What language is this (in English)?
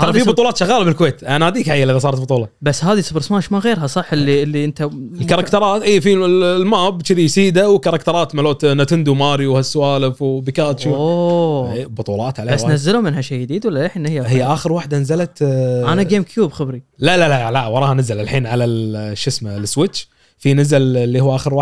Gulf Arabic